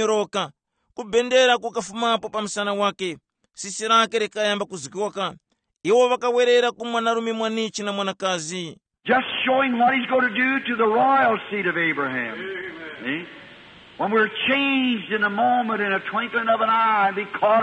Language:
Tumbuka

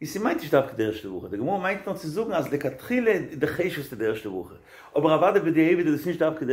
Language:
Yiddish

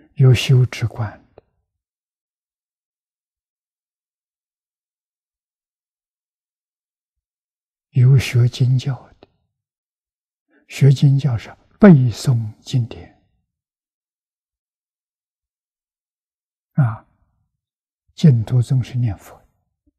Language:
Chinese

